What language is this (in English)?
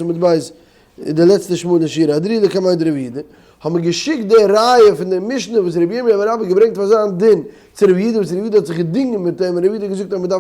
Yiddish